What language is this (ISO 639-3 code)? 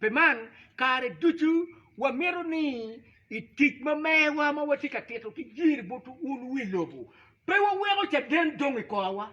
ach